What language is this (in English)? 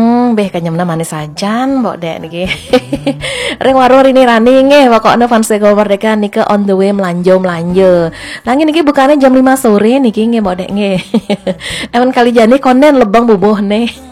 Balinese